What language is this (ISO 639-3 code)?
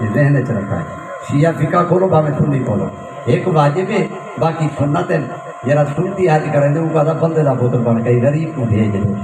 skr